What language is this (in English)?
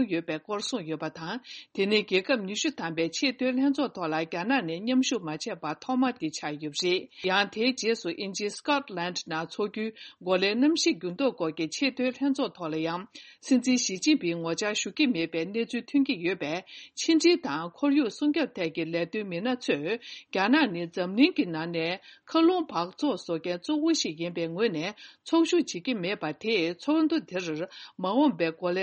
Tibetan